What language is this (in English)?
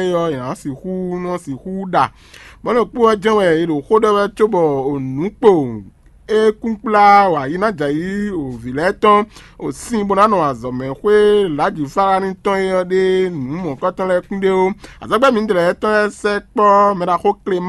Fon